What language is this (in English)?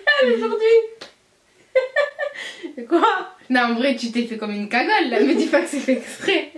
French